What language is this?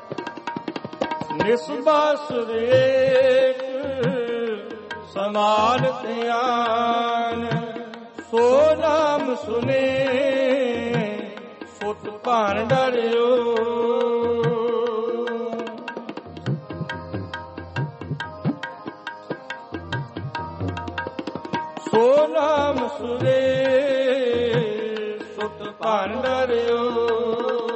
Punjabi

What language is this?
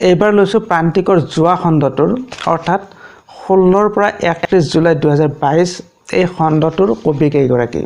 Assamese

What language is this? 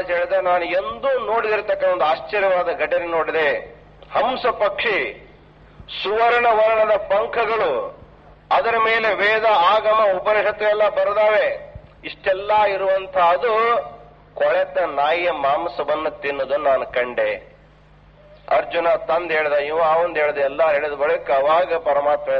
Kannada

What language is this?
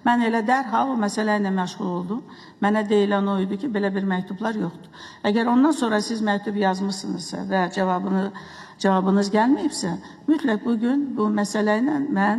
Azerbaijani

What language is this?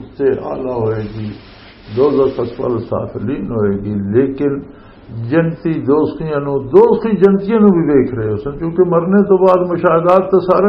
Western Panjabi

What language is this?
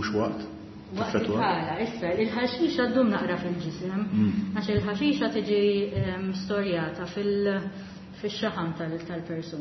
Maltese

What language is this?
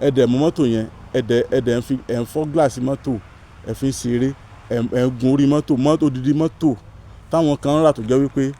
Yoruba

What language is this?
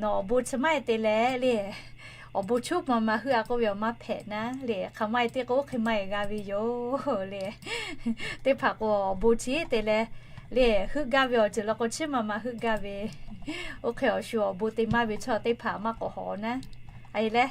Lahu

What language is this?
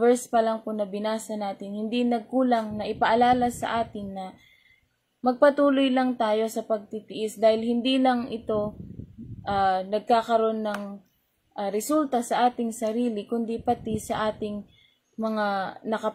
Filipino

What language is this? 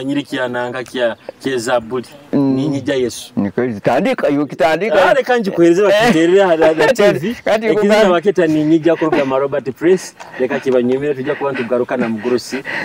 Nyoro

